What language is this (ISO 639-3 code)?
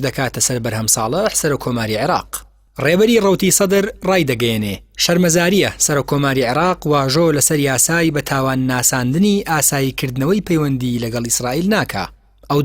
ckb